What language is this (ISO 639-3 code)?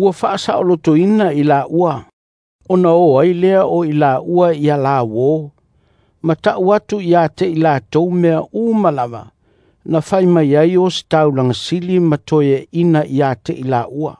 smo